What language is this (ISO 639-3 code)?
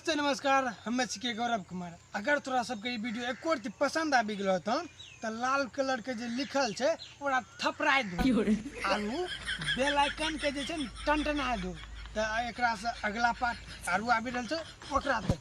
mai